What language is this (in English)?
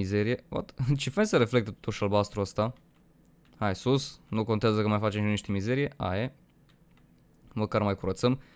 Romanian